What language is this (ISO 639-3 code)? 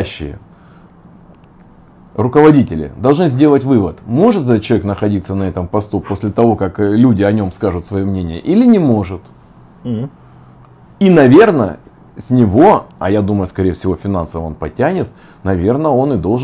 rus